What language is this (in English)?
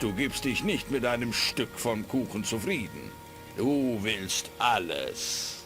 Bavarian